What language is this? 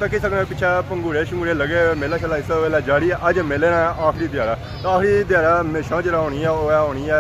Pahari-Potwari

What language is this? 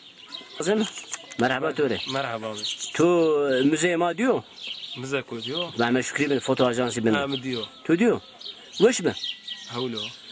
Zaza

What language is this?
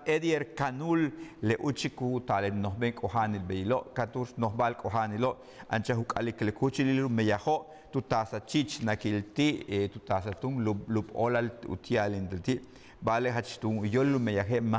Yucateco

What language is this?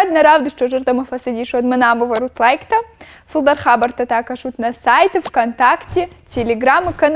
Ossetic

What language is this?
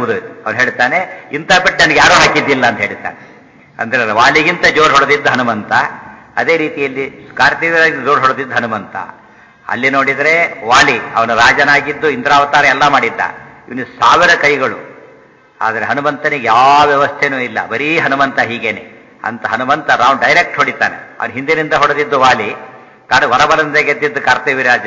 Kannada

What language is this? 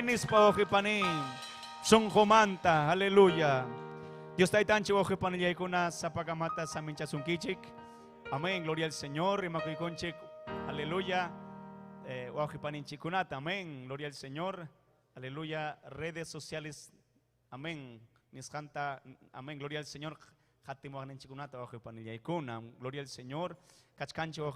Ayacucho Quechua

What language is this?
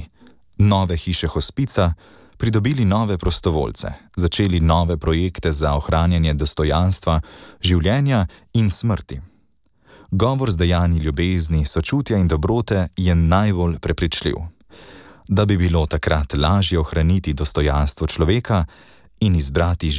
Slovenian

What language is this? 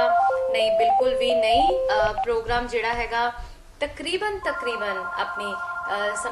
Punjabi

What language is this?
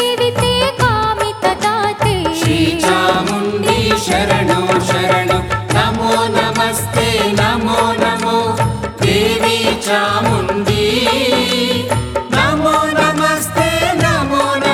Kannada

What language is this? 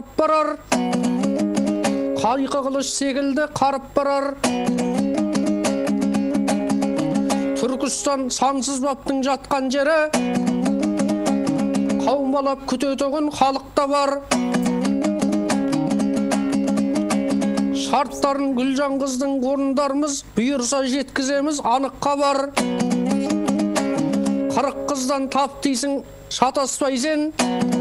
Kazakh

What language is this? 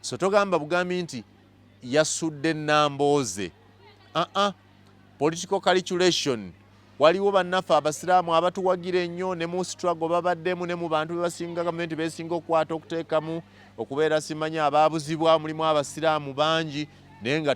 Ganda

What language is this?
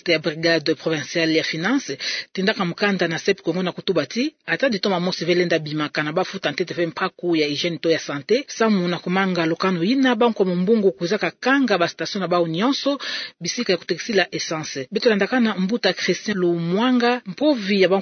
Kituba (Democratic Republic of Congo)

